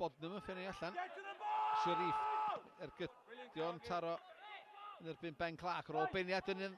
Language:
Welsh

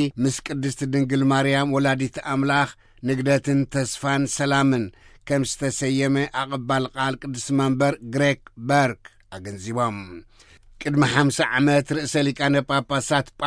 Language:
Tigrinya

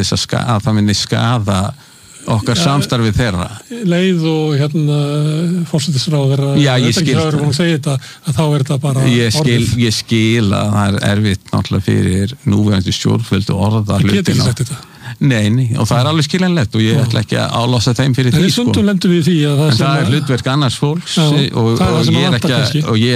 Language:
Icelandic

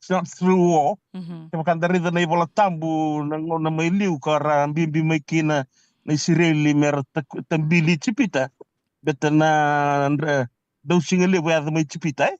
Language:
Fijian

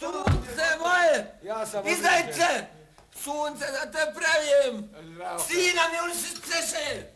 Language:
Bosnian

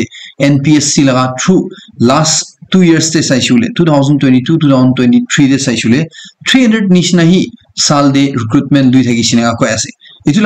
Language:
Naga Pidgin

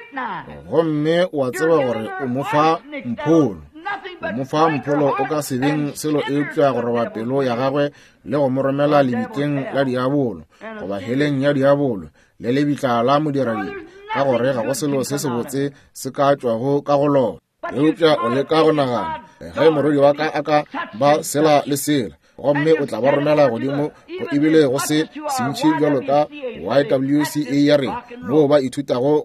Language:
Northern Sotho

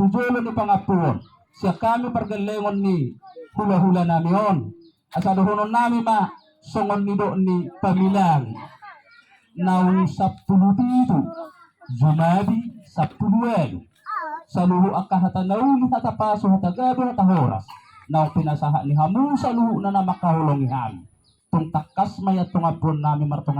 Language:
Batak Toba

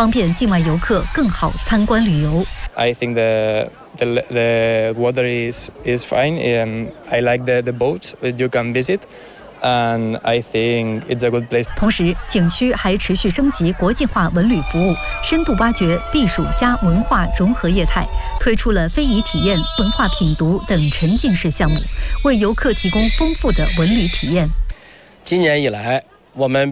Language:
Chinese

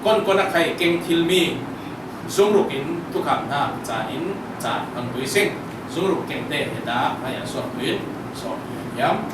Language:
Falam Chin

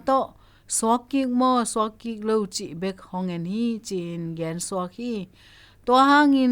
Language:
Tedim Chin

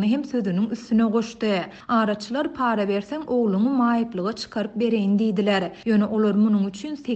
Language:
Turkmen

